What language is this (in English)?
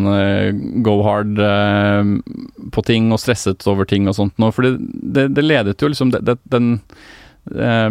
Norwegian